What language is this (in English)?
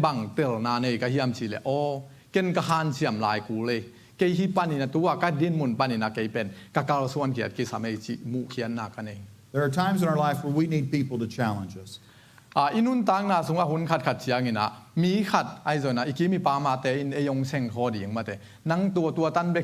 Tedim Chin